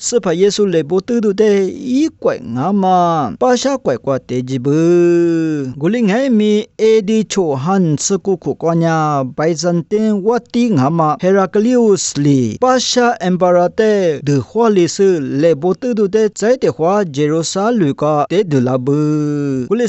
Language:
Lisu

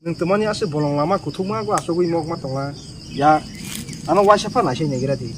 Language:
Kok Borok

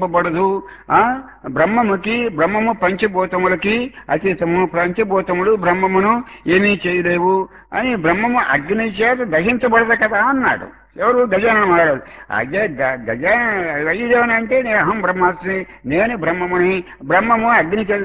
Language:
Telugu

